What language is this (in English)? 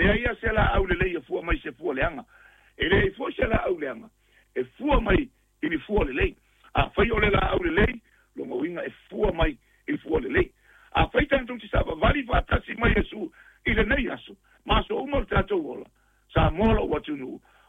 Samoan